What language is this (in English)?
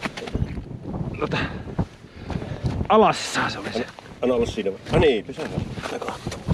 Finnish